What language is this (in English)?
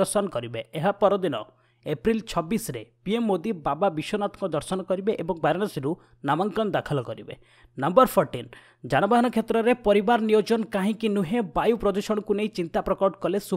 Odia